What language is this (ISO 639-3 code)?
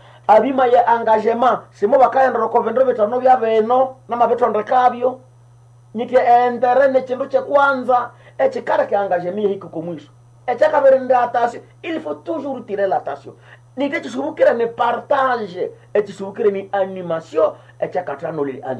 nnb